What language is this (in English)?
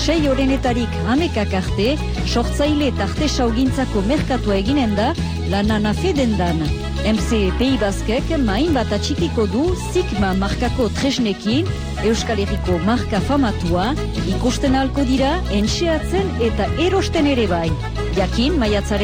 Basque